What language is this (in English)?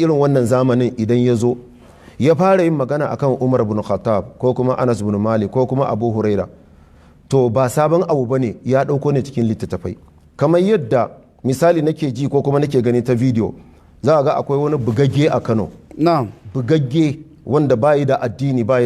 Hausa